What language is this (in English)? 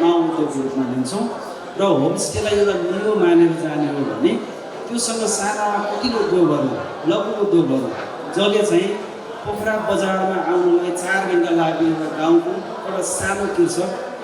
Nepali